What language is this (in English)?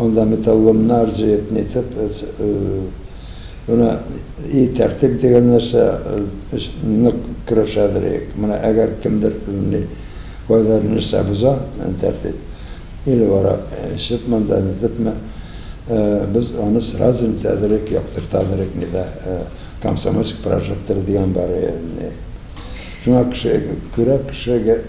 Tatar